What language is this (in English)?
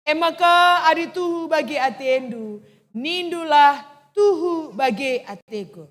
Batak Karo